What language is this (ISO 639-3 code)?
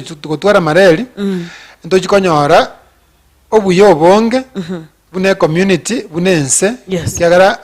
guz